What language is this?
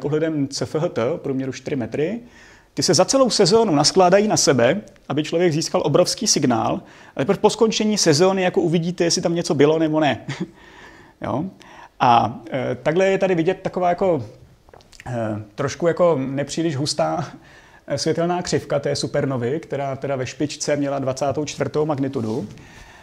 Czech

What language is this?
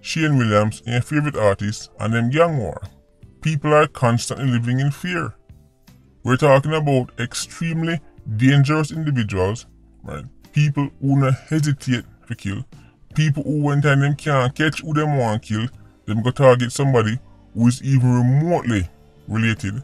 Jamaican Creole English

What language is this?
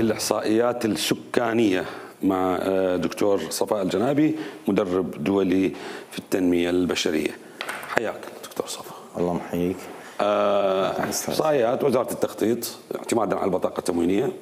Mesopotamian Arabic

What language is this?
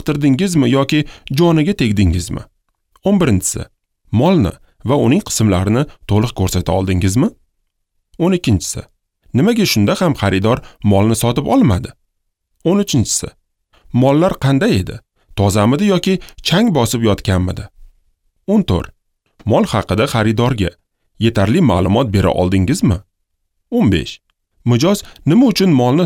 Uzbek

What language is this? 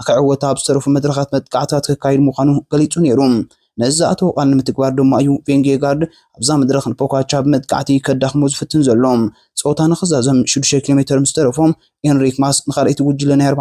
Tigrinya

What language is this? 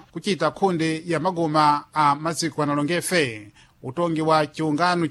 Sena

